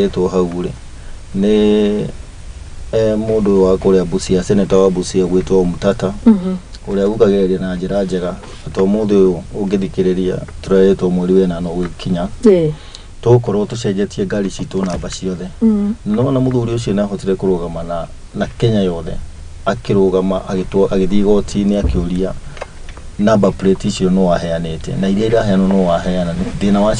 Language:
Kikuyu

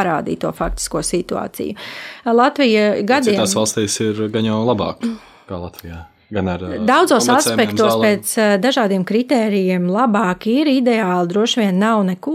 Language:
Latvian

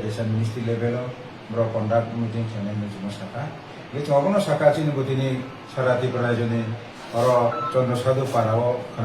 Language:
Kok Borok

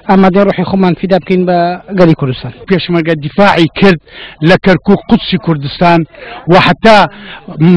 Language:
Central Kurdish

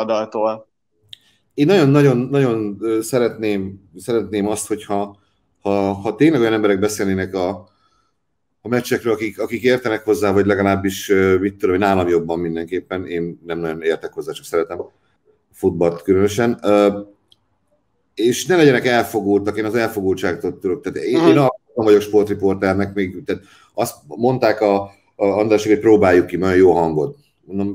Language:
Hungarian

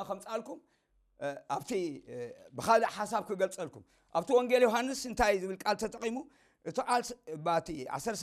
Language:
Tigrinya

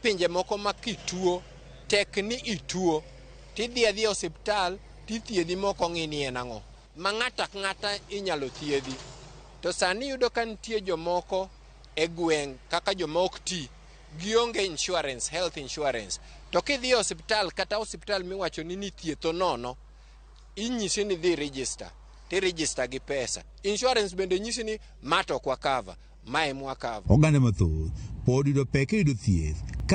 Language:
Luo (Kenya and Tanzania)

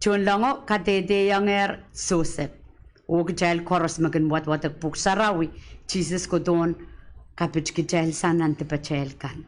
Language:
Pohnpeian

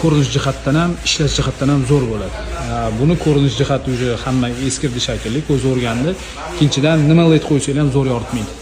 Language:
Uzbek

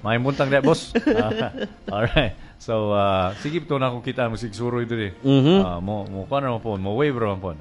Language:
Cebuano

